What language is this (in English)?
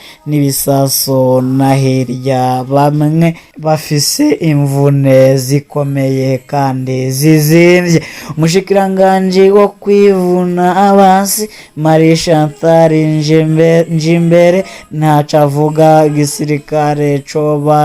Rundi